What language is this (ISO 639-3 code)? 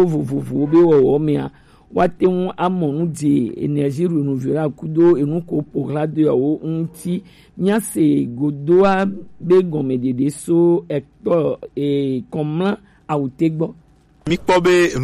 gej